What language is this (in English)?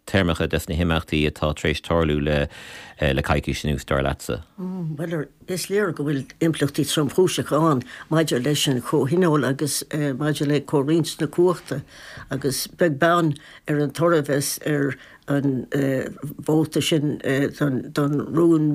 Irish